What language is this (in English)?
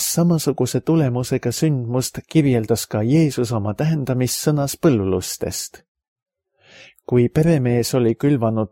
Estonian